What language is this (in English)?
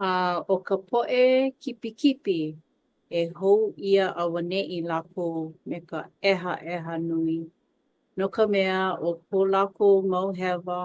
Hawaiian